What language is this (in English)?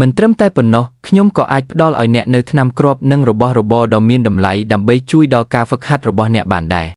Khmer